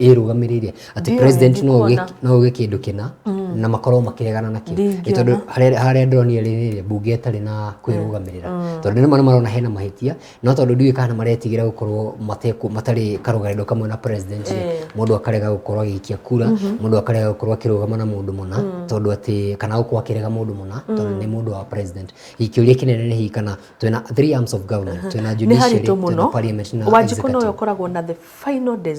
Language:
Kikuyu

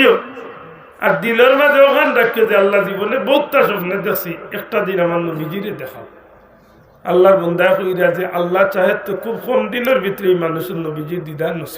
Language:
Sylheti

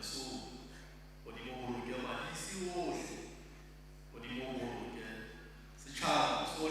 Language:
Southern Sotho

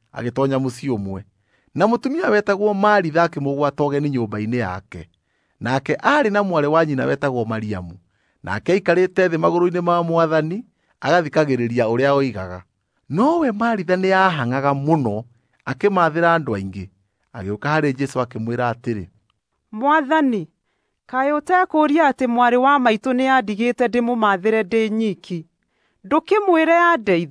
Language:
Kikuyu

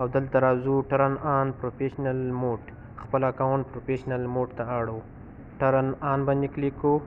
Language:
Pashto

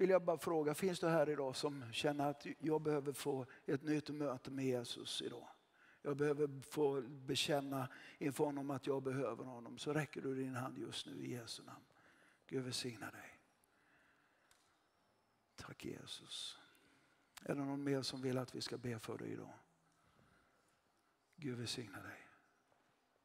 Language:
Swedish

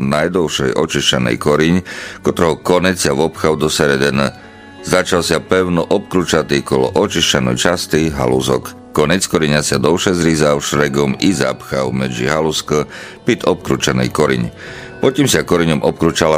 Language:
Rusyn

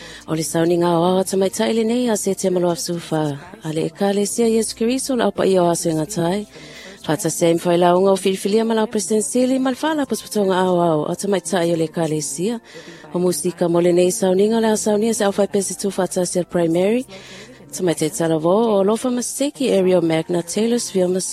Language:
Samoan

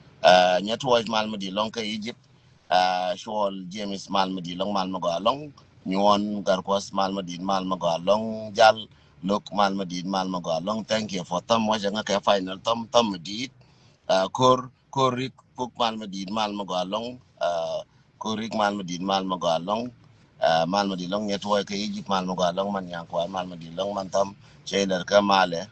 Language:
Nuer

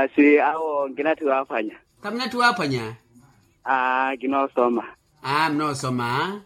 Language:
Makhuwa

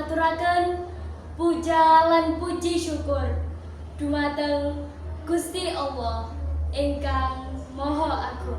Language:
Javanese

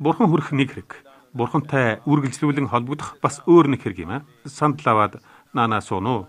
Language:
Mongolian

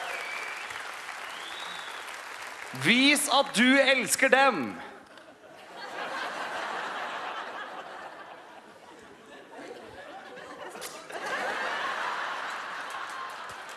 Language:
Norwegian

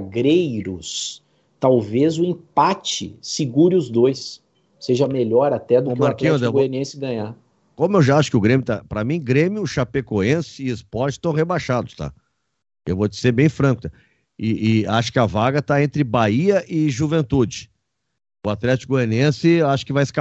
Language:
Portuguese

